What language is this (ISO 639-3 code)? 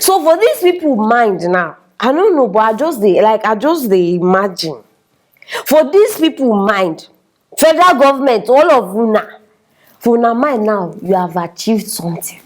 pcm